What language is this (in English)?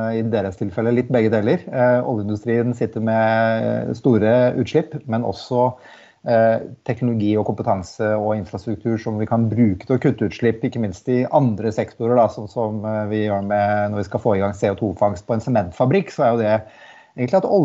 Norwegian